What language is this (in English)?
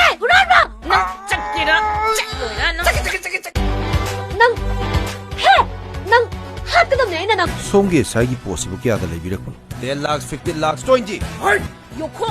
Manipuri